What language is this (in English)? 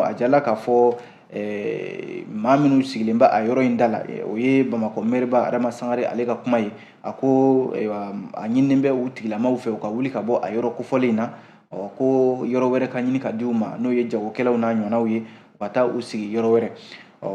Bambara